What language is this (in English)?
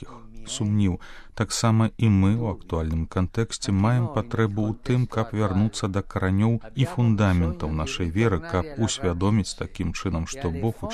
Belarusian